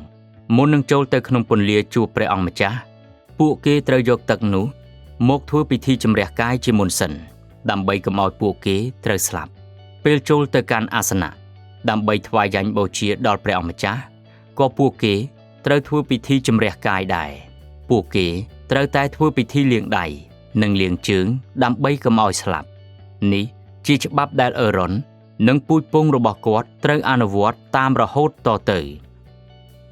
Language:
Khmer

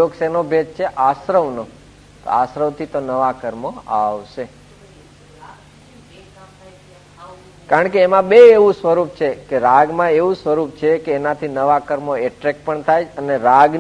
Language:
Gujarati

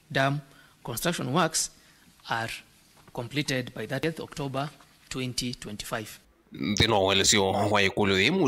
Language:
Kamba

